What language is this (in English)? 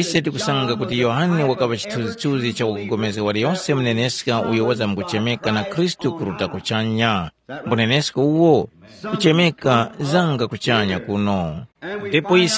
Tumbuka